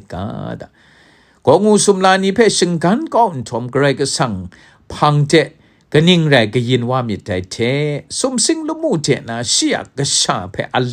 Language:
Kachin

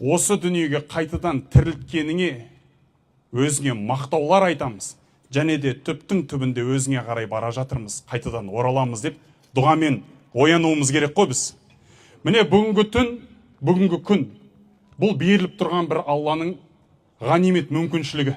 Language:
Kazakh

